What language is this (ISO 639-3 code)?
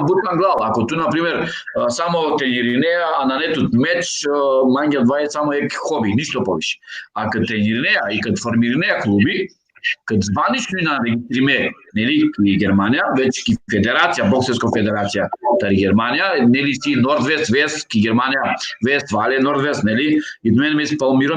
rmn